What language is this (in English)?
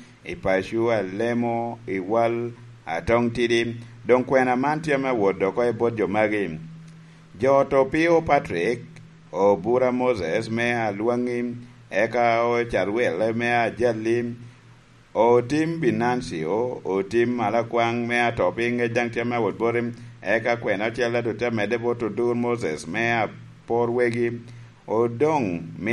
Lango (Uganda)